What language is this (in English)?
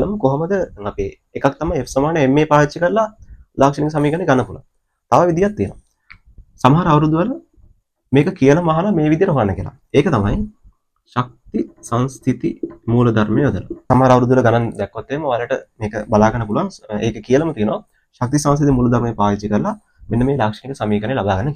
Sinhala